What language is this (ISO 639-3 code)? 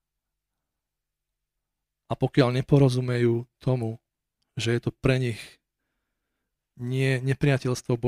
slk